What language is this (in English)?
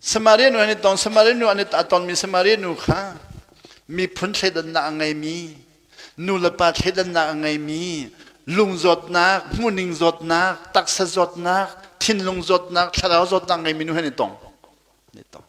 Hakha Chin